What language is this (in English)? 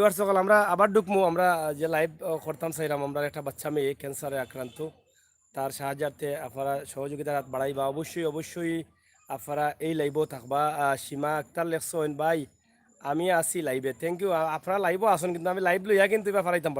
Sylheti